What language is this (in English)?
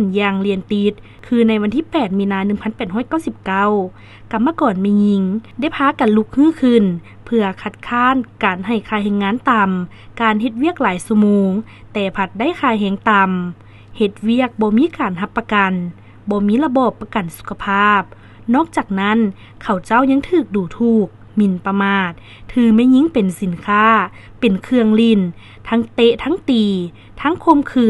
Lao